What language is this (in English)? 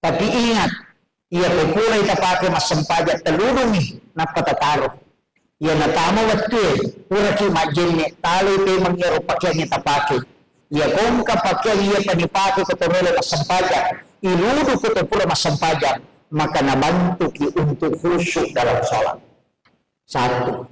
Buginese